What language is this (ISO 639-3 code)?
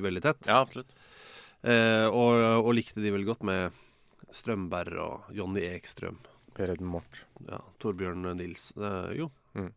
nor